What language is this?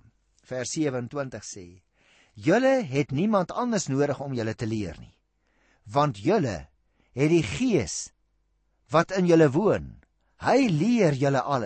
Afrikaans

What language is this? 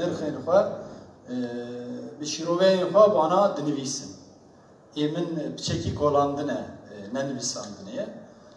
Kurdish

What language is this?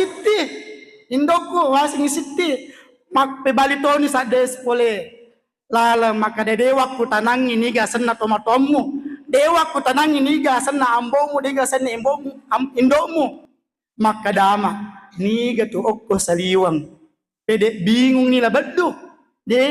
Buginese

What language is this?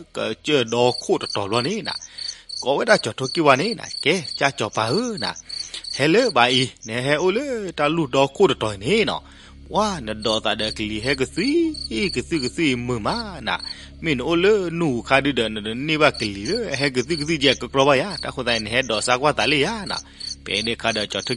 S'gaw Karen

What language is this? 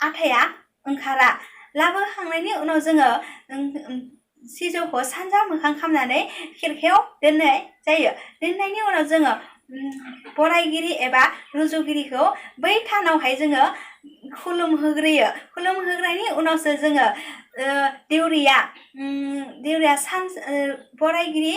Bodo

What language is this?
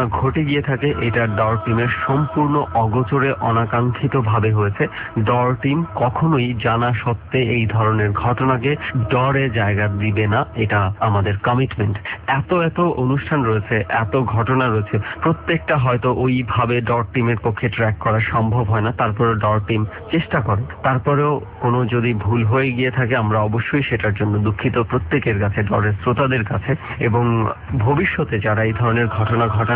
Bangla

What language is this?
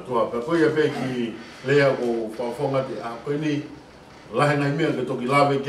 Tongan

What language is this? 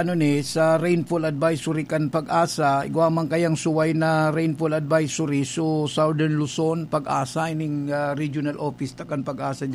Bikol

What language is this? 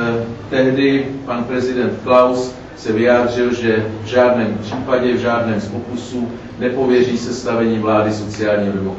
Czech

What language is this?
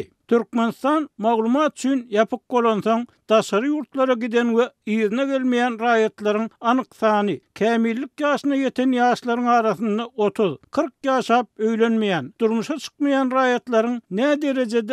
Turkmen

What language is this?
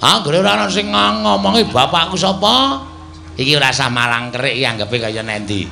Javanese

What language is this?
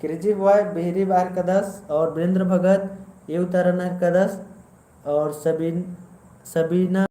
Kurukh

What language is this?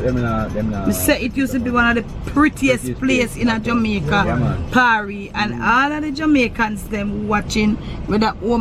Jamaican Creole English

